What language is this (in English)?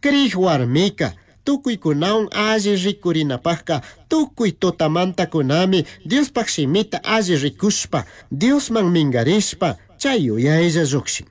Chimborazo Highland Quichua